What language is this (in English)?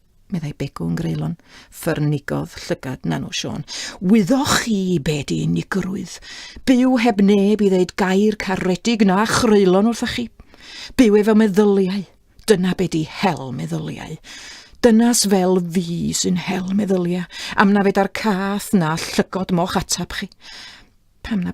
Welsh